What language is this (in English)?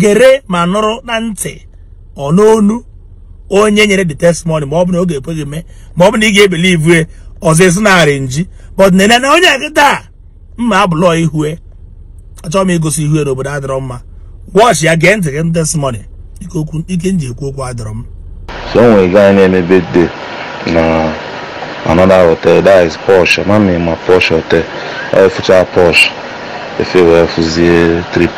Igbo